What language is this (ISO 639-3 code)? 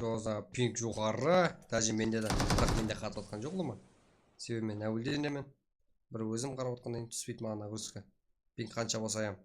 kaa